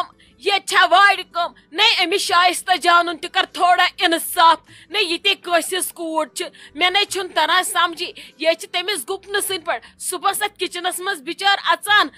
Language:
Kashmiri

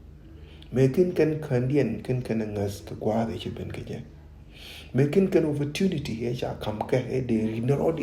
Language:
Nuer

